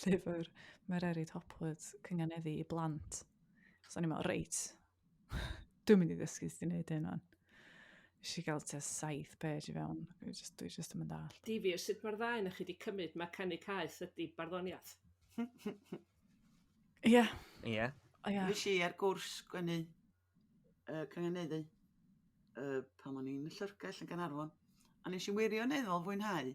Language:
Welsh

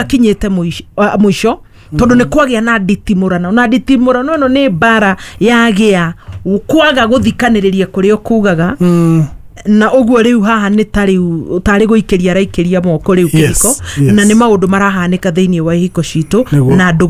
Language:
Kikuyu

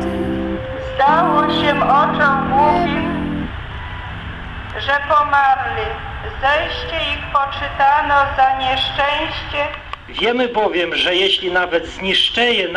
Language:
Polish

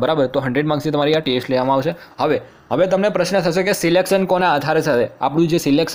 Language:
Gujarati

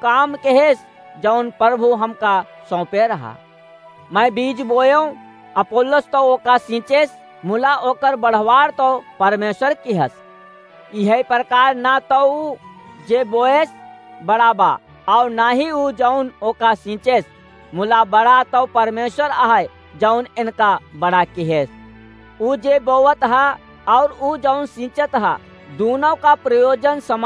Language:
Awadhi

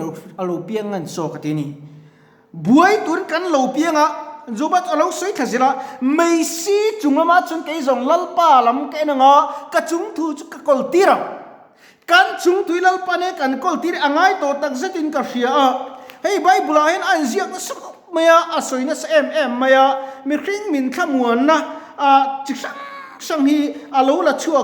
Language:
Mizo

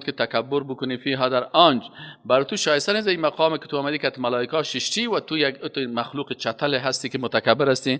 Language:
Persian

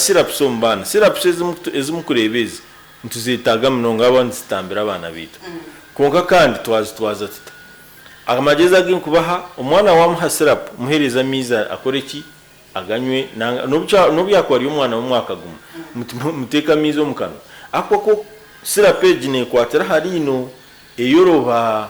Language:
Nyankole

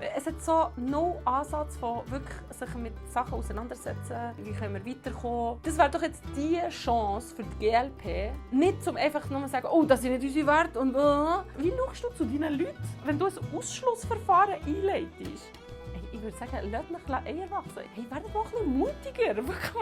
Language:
Swiss German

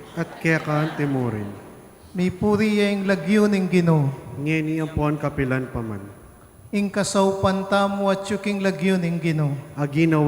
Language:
Pampanga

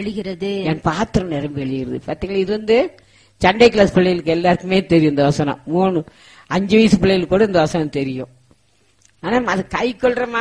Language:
Tamil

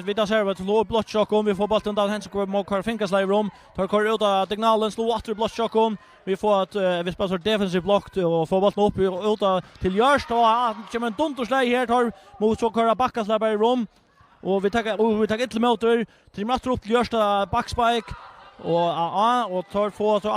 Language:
Faroese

